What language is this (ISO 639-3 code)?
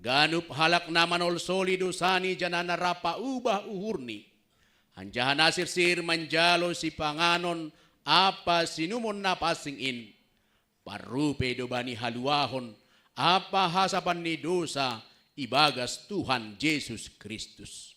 bts